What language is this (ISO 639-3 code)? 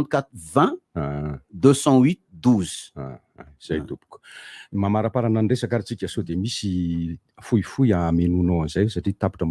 mlg